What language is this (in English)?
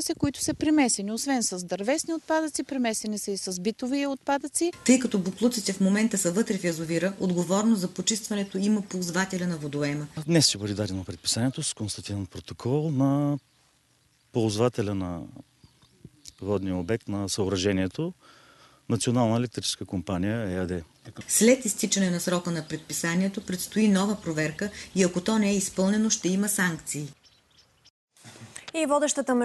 Bulgarian